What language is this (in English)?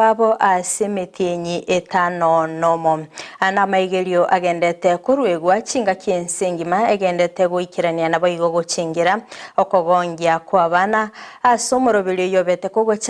Gusii